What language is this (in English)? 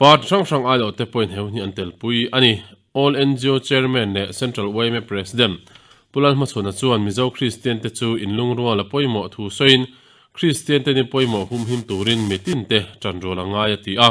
Mizo